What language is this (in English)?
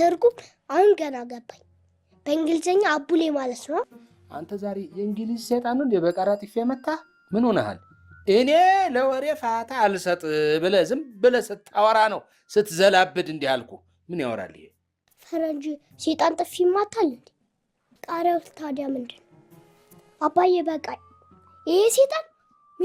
Amharic